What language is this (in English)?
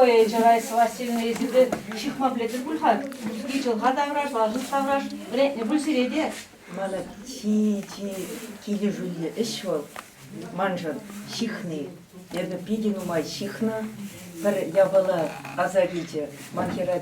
Chuvash